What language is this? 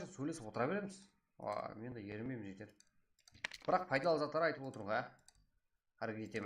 Kara-Kalpak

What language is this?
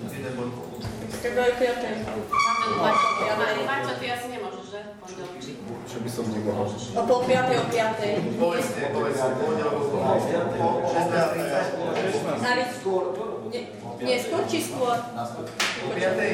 Slovak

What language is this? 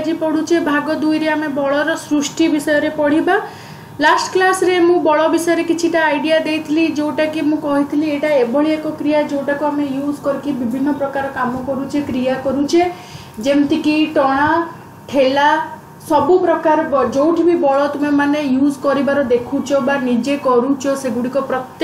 Odia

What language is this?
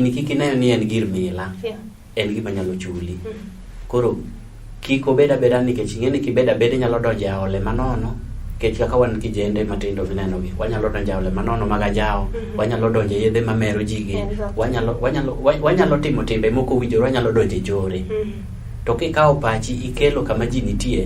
Luo (Kenya and Tanzania)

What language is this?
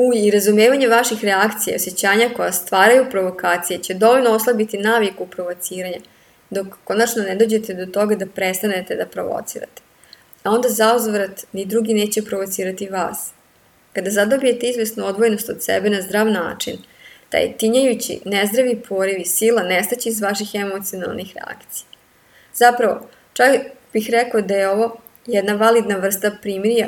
Serbian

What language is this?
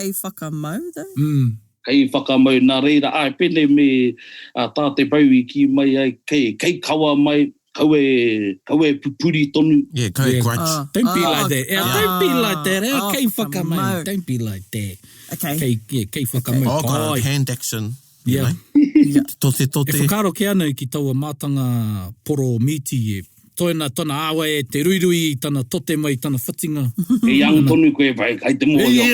Māori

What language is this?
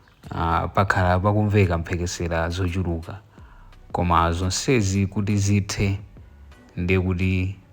Nyanja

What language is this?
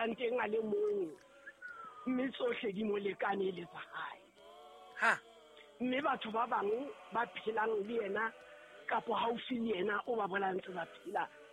Southern Sotho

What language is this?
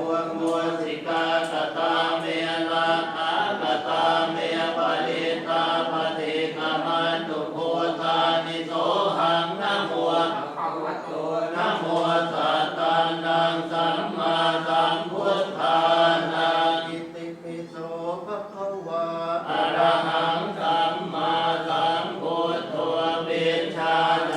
Pali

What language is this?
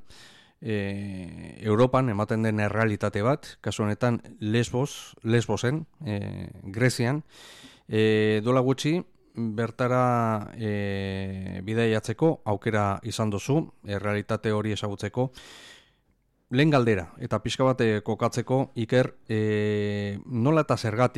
Basque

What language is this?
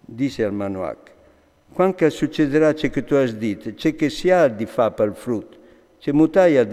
Friulian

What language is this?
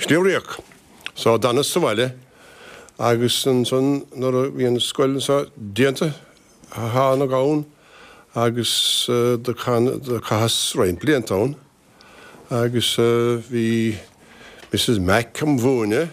Irish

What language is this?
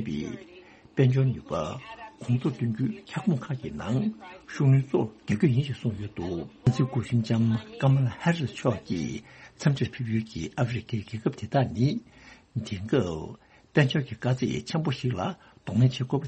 Tibetan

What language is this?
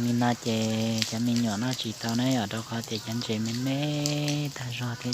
Hmong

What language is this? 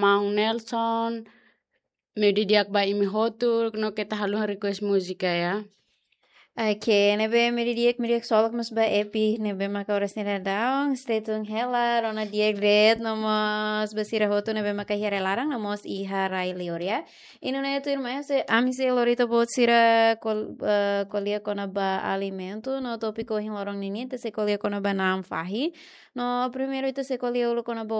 Tetum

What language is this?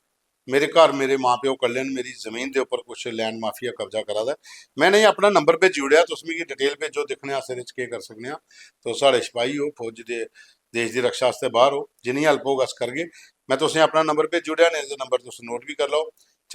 Dogri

